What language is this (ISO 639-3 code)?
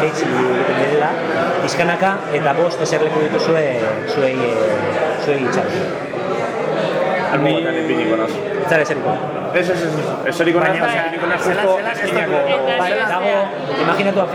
eus